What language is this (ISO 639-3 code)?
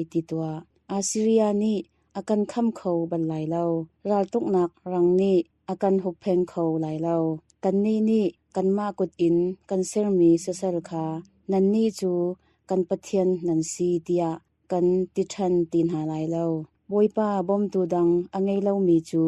cnh